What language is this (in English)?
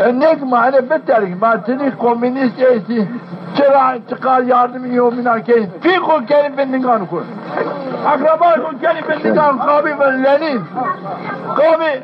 Zaza